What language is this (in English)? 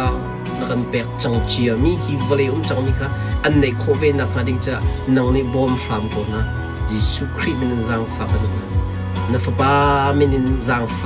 Hakha Chin